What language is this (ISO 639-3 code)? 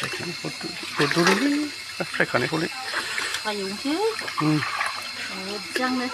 brx